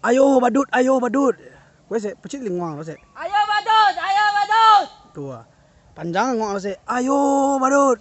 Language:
Minangkabau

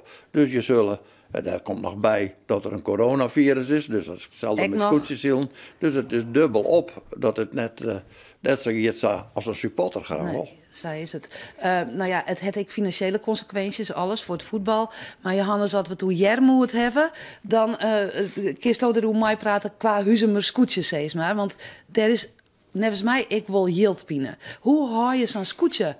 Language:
Western Frisian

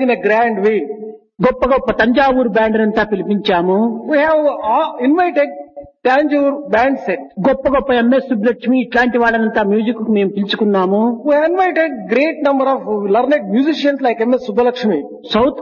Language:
Telugu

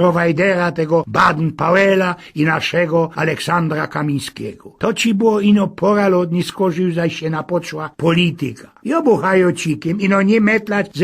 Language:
Silesian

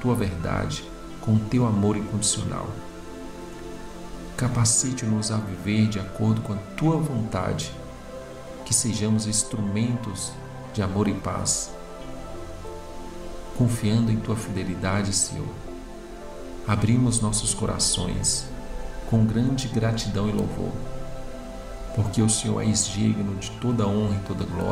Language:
Portuguese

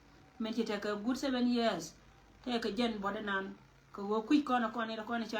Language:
Nuer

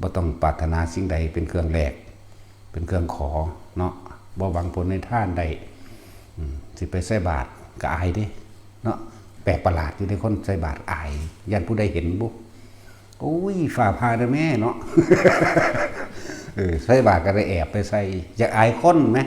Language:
Lao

